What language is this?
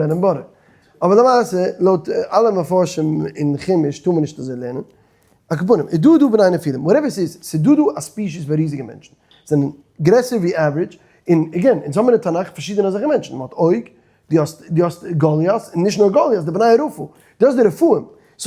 Yiddish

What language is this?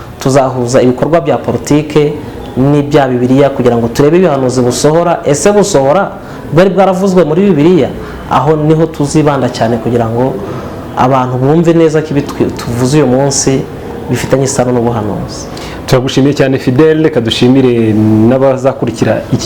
Kinyarwanda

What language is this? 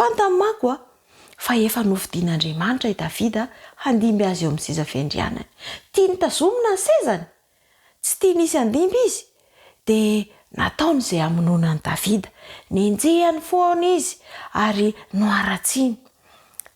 Malagasy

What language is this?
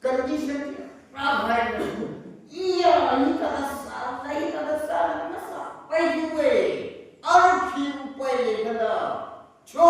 Tangkhul Naga (India)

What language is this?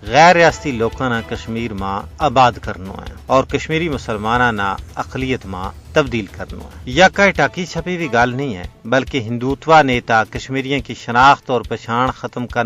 Gujari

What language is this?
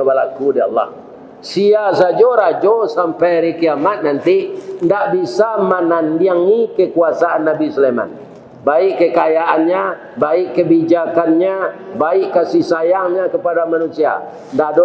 Minangkabau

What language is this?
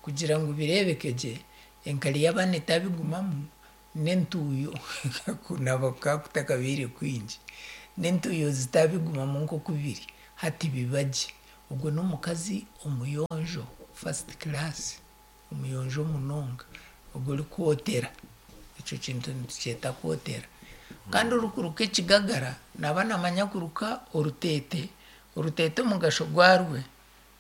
Nyankole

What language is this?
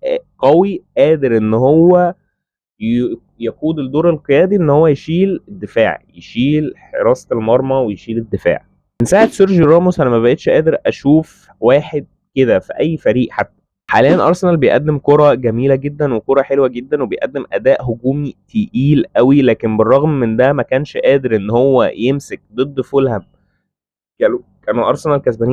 Egyptian Arabic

